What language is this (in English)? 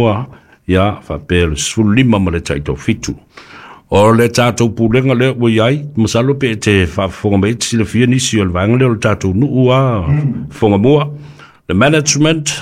Samoan